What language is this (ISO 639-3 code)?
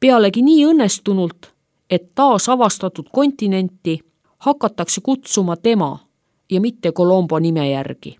est